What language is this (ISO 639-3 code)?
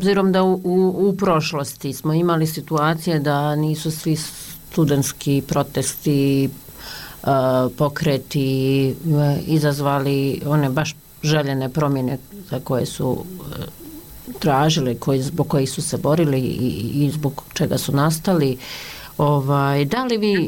bos